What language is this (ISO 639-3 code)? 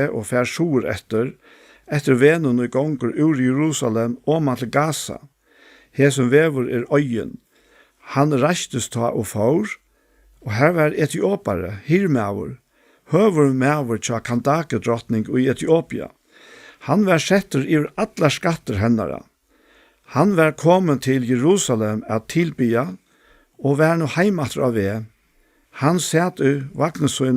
fao